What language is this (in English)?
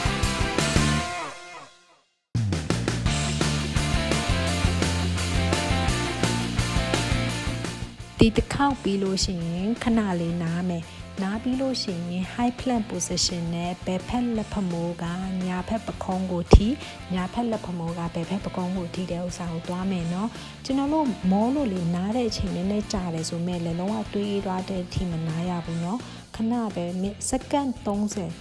Burmese